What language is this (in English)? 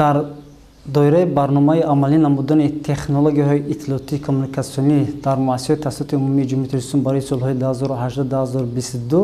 Tajik